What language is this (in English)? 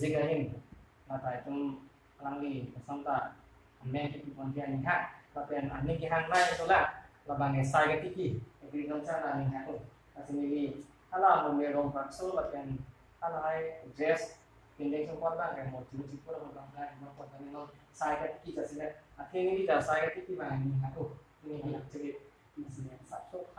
Karbi